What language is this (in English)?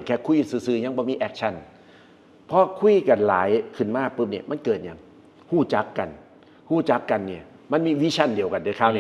Northeastern Thai